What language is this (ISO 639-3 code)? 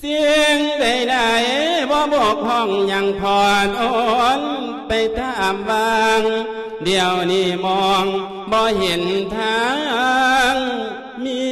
lao